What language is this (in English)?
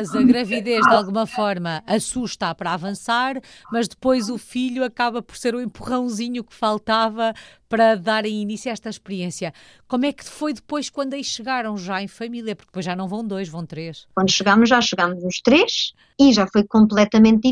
Portuguese